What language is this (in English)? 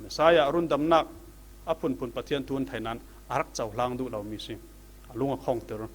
Falam Chin